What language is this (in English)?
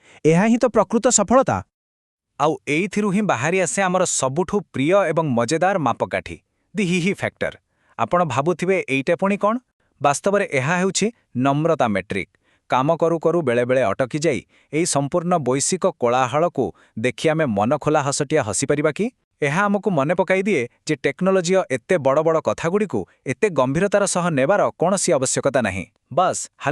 Odia